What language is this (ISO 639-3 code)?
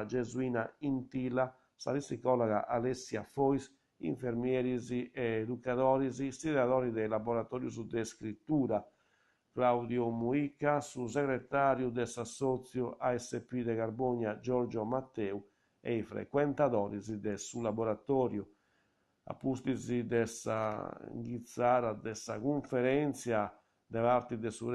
srd